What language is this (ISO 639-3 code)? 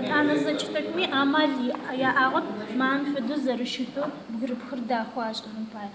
ady